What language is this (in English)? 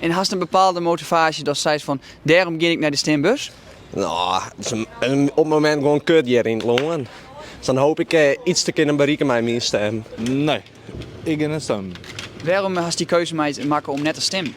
Western Frisian